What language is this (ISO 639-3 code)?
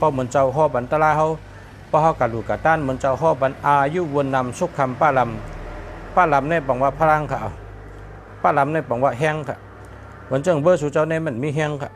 shn